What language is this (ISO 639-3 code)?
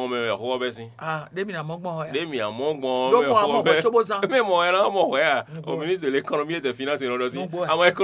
fon